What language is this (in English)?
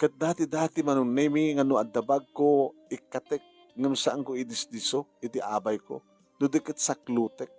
Iloko